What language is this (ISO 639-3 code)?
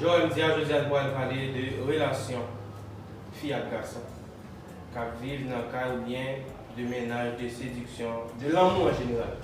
hat